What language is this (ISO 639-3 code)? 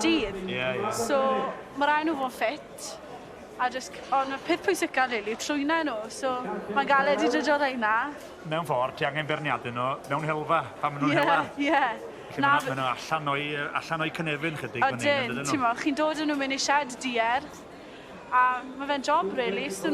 cym